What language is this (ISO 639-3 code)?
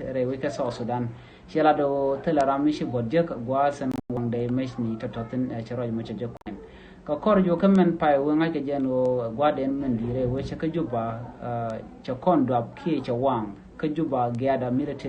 nus